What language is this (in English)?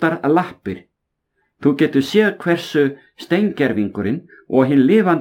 Icelandic